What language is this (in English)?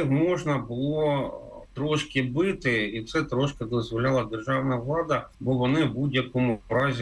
Ukrainian